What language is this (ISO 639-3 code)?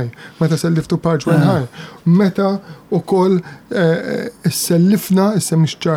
mlt